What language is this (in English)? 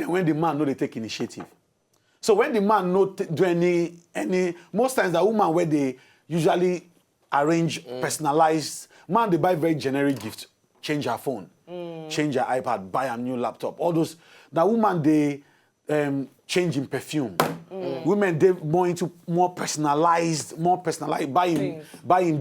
Nigerian Pidgin